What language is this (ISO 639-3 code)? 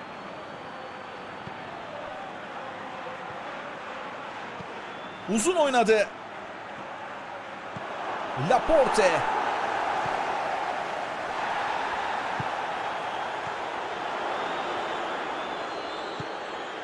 tur